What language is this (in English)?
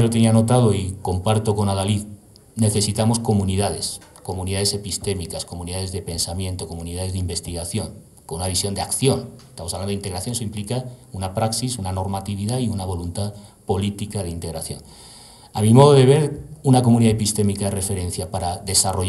Spanish